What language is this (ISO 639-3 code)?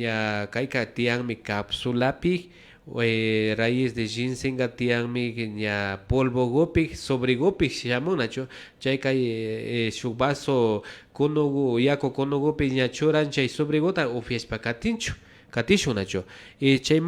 qvi